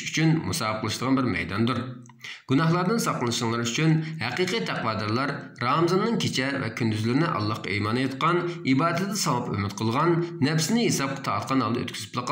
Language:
Uyghur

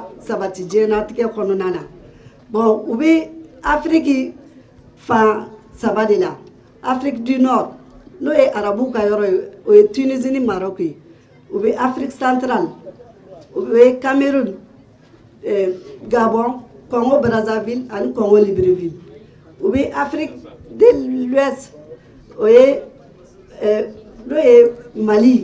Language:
Bambara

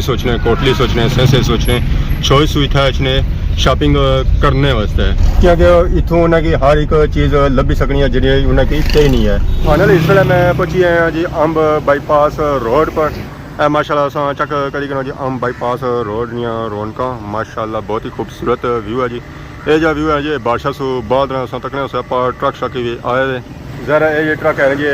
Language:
Pahari-Potwari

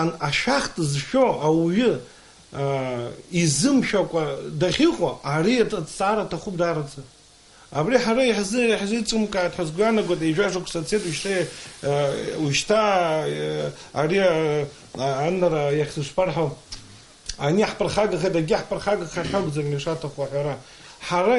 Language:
Abkhazian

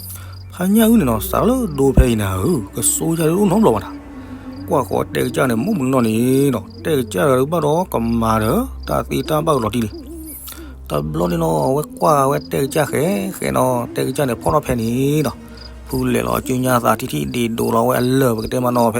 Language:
S'gaw Karen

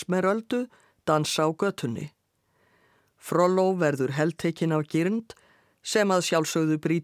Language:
Icelandic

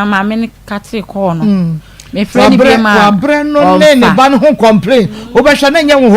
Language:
Akan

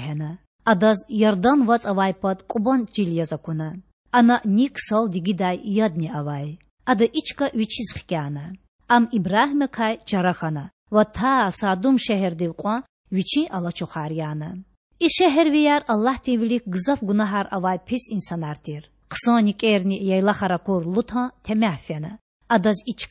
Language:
Lezghian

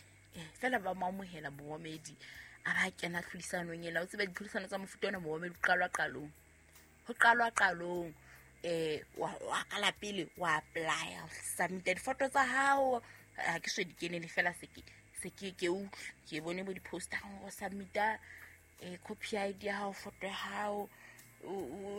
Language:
Southern Sotho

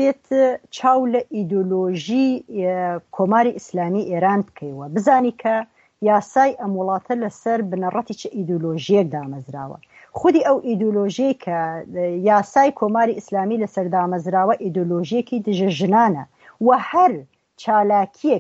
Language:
Central Kurdish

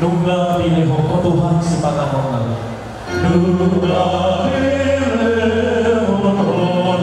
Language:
Batak Toba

